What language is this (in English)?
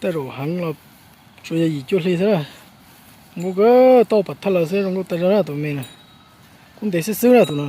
Hmong